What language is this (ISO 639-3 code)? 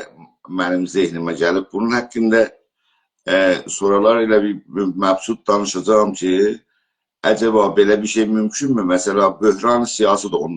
azb